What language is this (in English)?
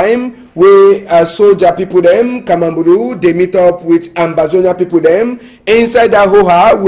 Cameroon Pidgin